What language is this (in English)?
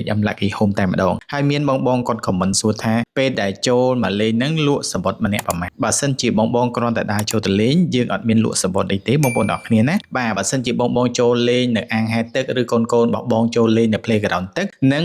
Khmer